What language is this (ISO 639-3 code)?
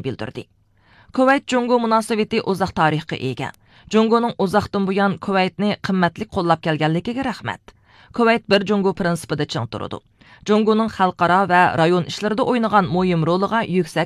uig